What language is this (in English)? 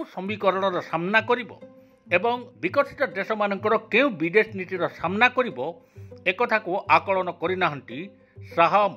Odia